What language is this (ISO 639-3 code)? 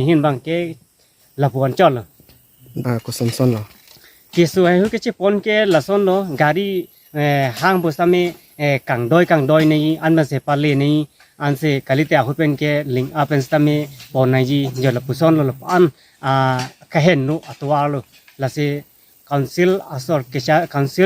mjw